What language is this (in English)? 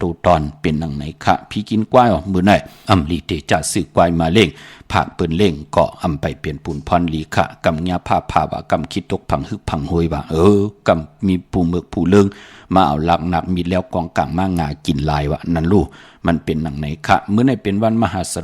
Shan